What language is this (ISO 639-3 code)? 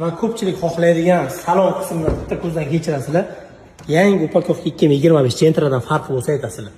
uzb